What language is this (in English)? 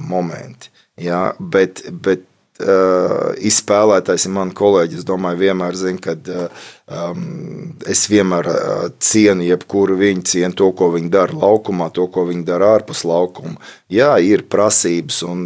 Latvian